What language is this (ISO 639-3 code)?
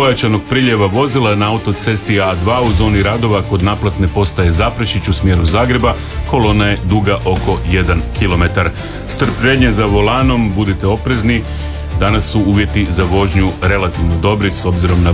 hrv